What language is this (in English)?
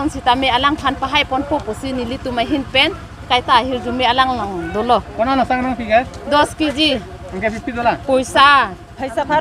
Karbi